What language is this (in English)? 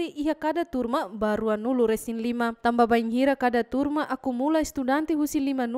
Tetum